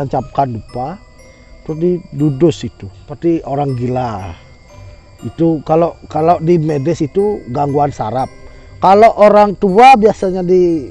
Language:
Indonesian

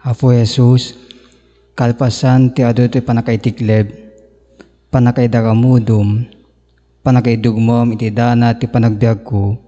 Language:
Iloko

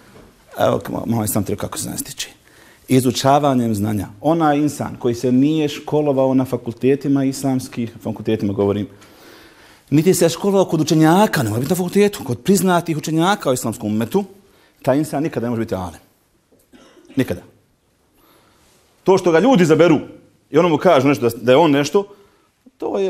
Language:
Bosnian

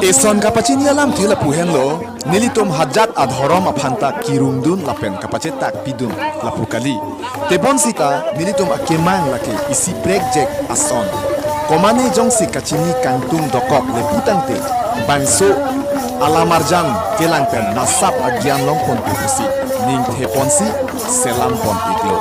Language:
Karbi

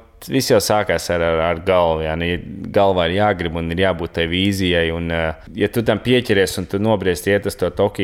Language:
Latvian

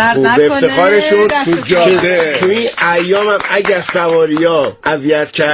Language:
Persian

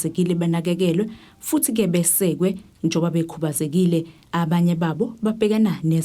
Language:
Zulu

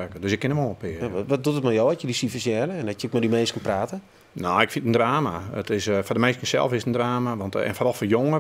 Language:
Western Frisian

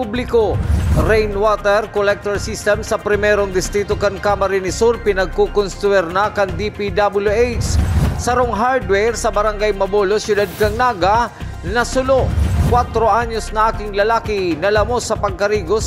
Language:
Bikol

